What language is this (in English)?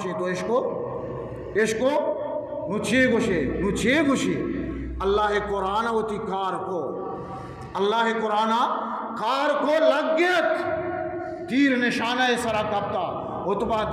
Eastern Balochi